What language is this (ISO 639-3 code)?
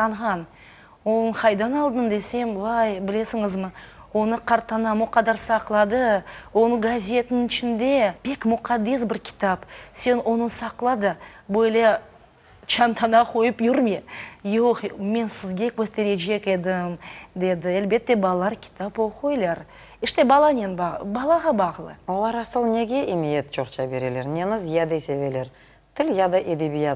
crh